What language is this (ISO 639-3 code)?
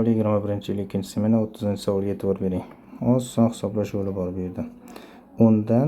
uzb